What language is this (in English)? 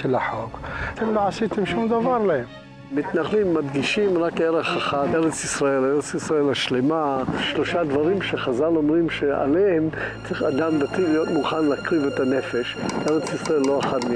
Hebrew